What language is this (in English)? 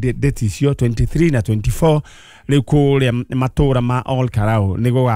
Kikuyu